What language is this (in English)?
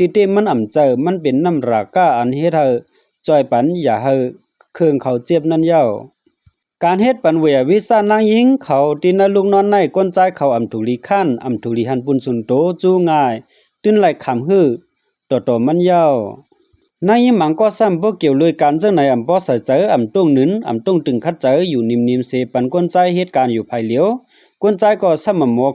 Shan